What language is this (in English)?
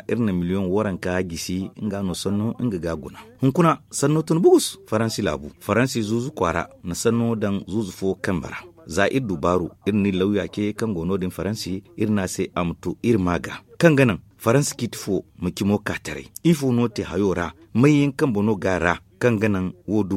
Zarma